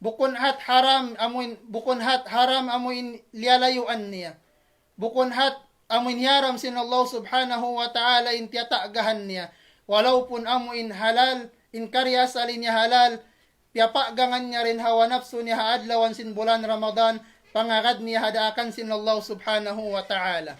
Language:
Tausug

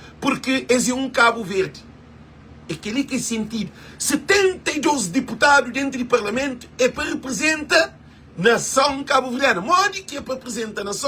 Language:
Kabuverdianu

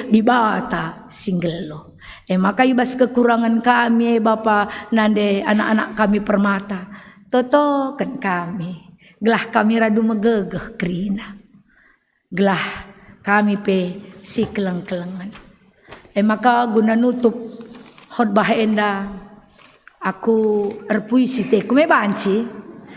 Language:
Batak Karo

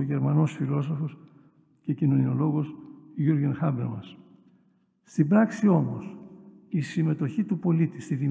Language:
Greek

